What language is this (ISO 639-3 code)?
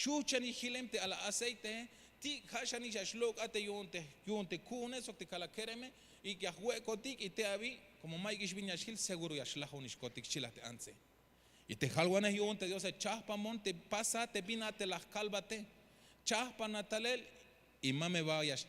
tzh